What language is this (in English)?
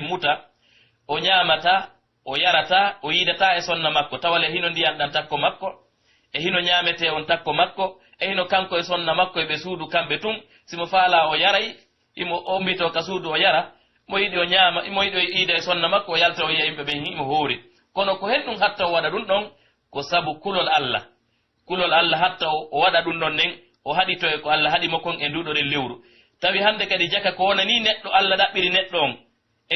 Pular